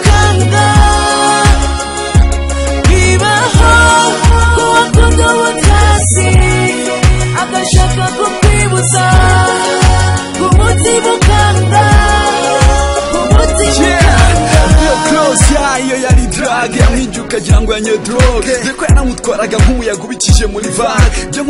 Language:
Kinyarwanda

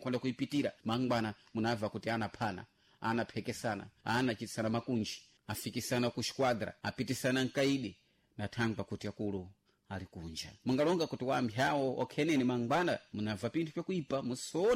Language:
Sena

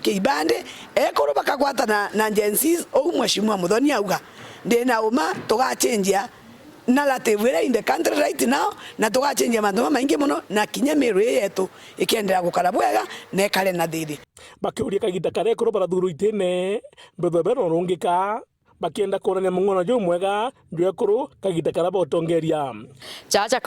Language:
Meru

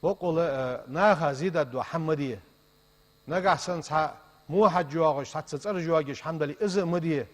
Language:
Ingush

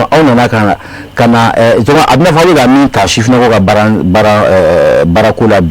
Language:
Bambara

